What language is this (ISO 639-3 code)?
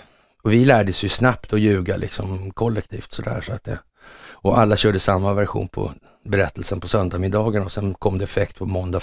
swe